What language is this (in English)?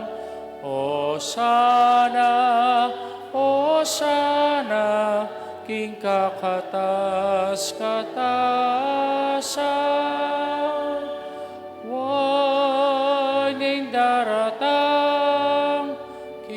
Pampanga